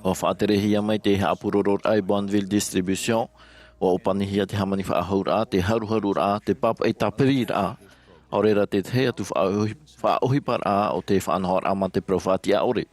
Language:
Tahitian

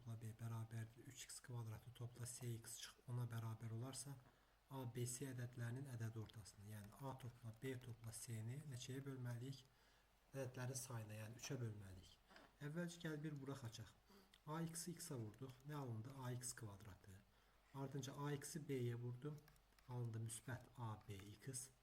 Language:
Azerbaijani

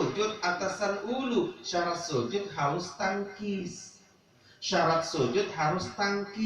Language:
Sasak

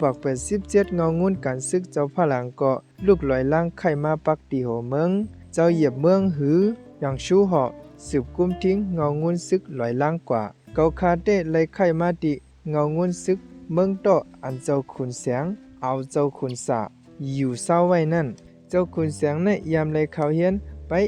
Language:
Shan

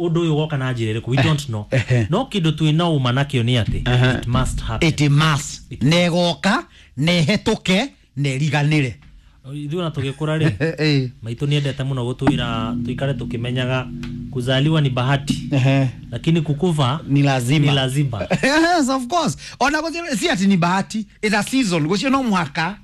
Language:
Kikuyu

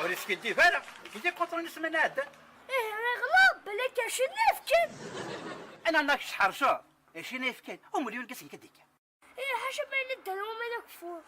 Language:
Kabyle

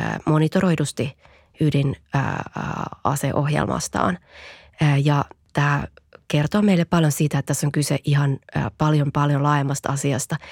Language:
Finnish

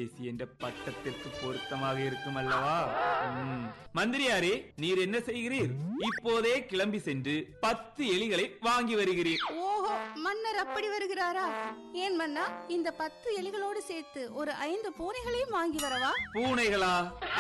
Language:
Tamil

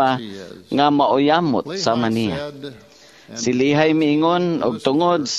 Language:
Cebuano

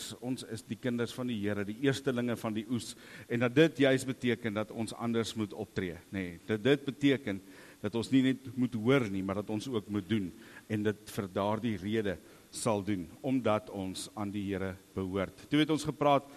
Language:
Afrikaans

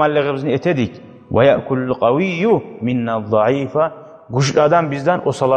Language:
Kumyk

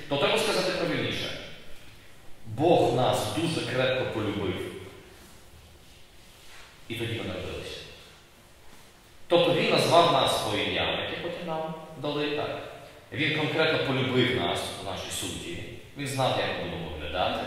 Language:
Ukrainian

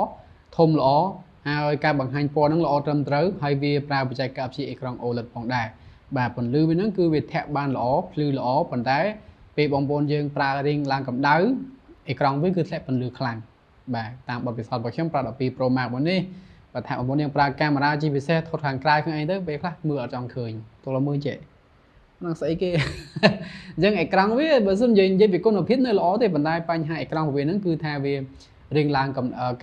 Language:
Khmer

